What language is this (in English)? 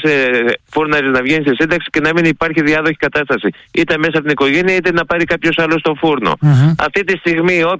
Greek